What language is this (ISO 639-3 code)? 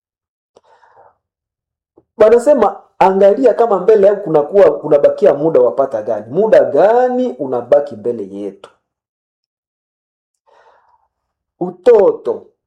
swa